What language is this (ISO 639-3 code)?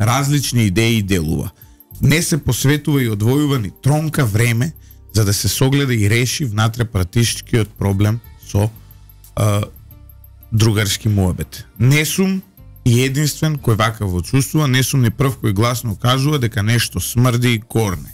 mkd